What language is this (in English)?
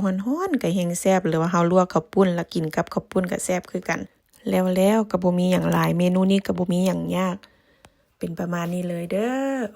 Lao